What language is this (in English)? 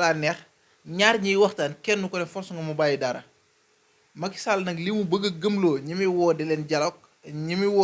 Wolof